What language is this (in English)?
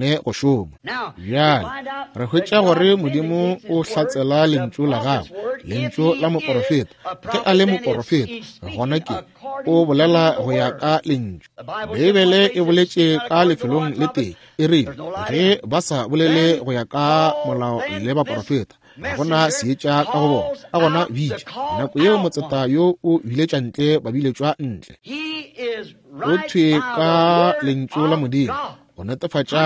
Northern Sotho